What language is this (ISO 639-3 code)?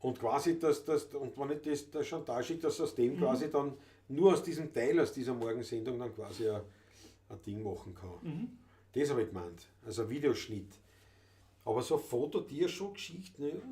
bar